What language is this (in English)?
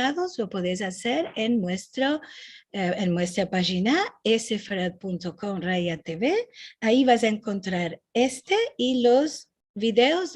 Ladino